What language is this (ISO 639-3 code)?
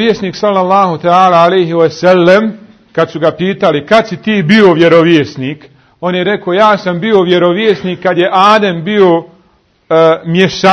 bos